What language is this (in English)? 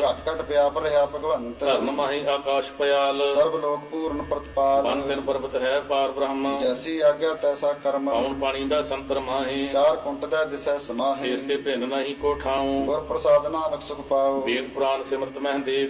Punjabi